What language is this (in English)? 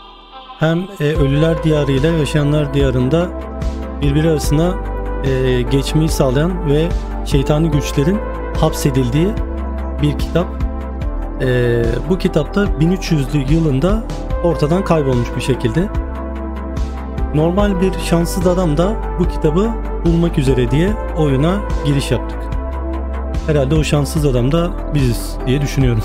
Turkish